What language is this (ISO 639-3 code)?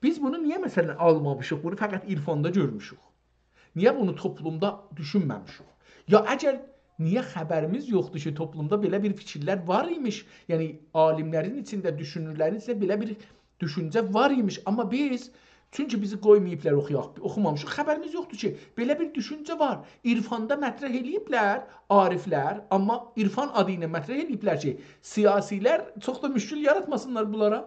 azb